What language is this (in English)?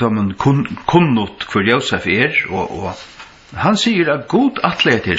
Faroese